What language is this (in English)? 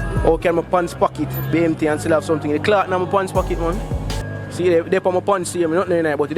Jamaican Creole English